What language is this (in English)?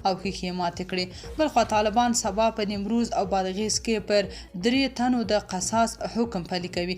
Pashto